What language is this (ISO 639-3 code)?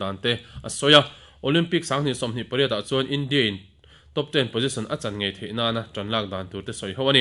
lus